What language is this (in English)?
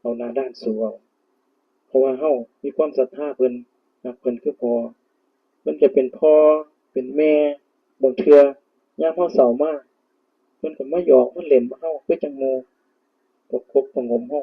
Northeastern Thai